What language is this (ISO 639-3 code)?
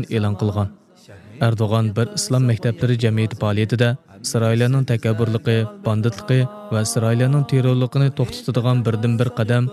uig